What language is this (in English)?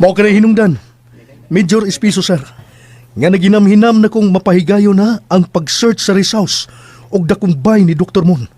Cebuano